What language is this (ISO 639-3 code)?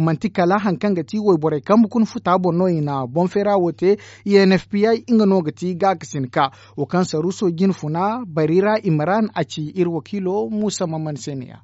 dje